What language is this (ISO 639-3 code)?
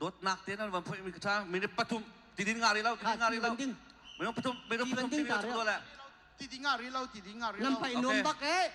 cnh